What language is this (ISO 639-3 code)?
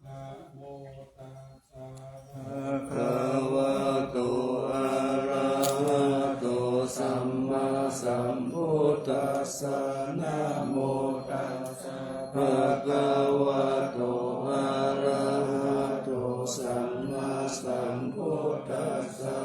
pli